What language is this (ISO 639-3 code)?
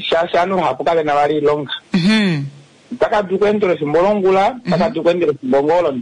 kua